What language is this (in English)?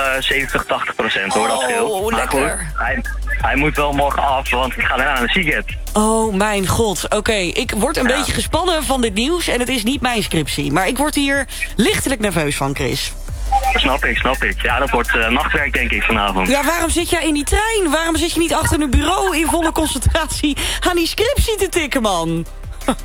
Dutch